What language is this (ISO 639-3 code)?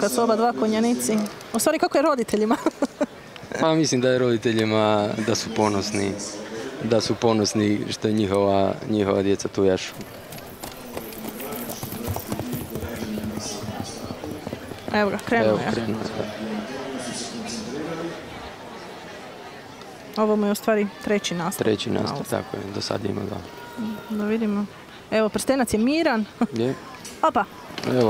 hrv